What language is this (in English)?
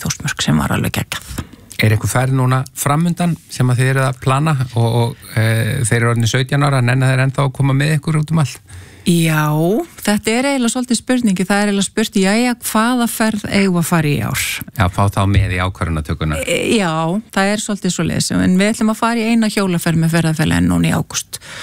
Icelandic